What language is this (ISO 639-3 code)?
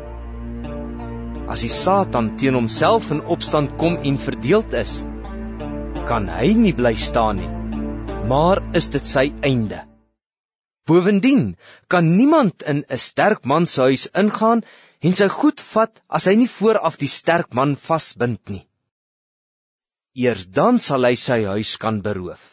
afr